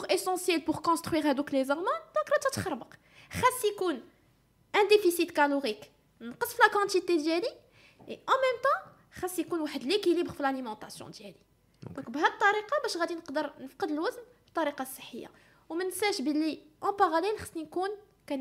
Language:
Moroccan Arabic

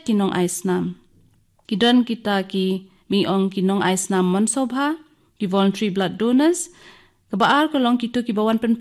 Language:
Khasi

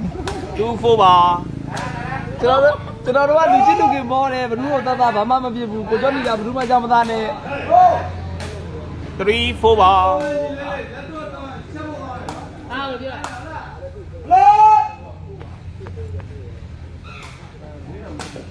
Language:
Burmese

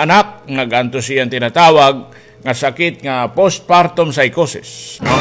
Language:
Waray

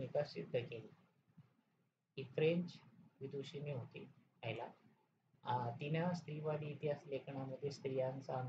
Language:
Marathi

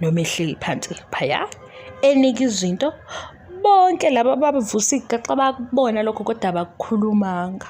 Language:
Zulu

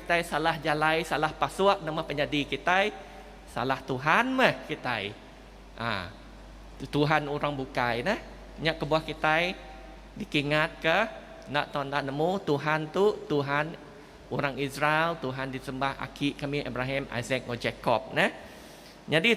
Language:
Iban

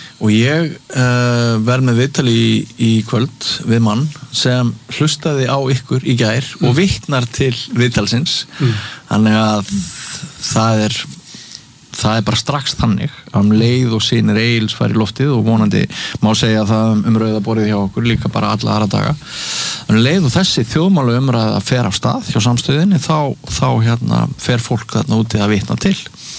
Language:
Icelandic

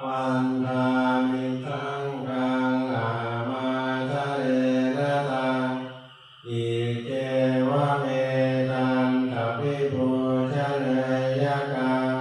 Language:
Pali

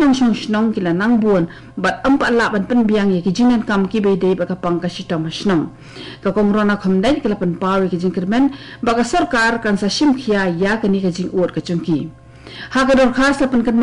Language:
Khasi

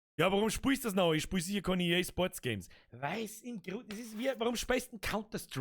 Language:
Bavarian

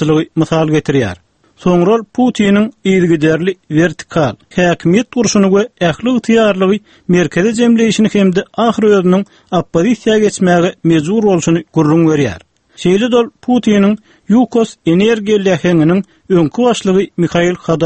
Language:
Turkmen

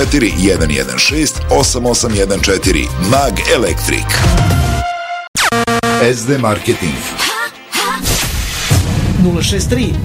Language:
Serbian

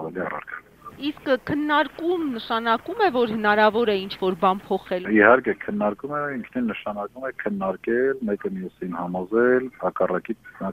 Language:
Armenian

